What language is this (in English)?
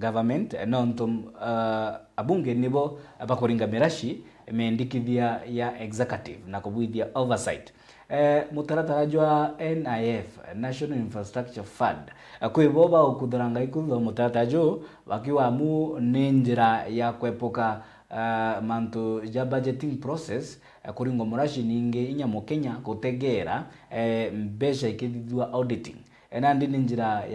Meru